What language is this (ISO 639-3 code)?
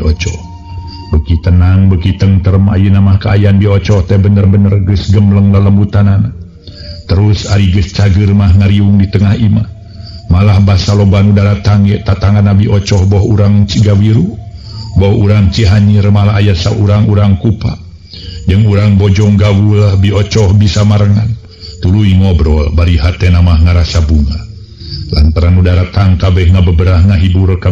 sun